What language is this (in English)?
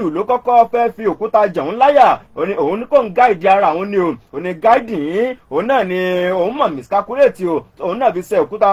Yoruba